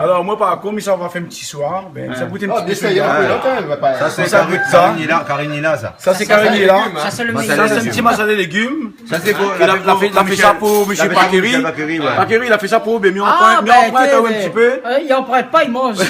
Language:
Réunion Creole French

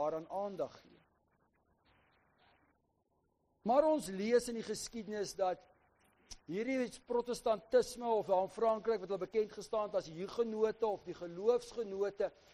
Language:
Afrikaans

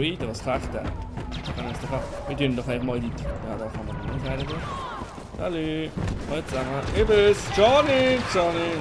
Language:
Swiss German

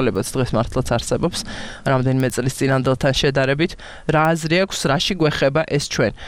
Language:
Georgian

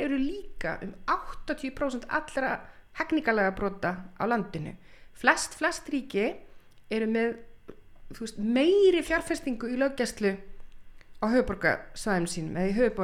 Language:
Icelandic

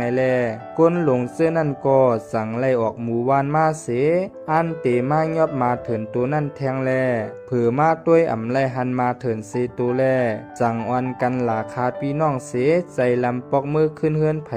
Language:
Shan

